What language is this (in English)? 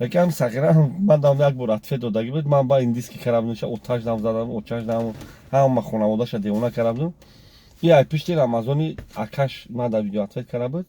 Tajik